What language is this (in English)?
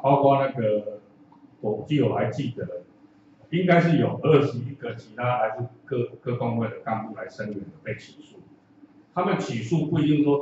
Chinese